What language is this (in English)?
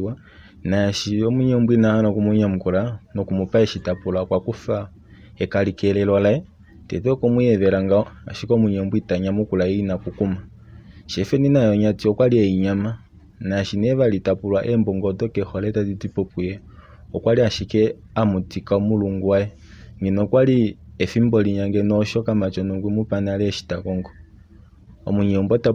Kuanyama